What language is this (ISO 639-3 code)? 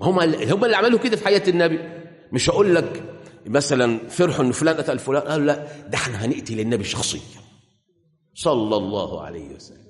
arz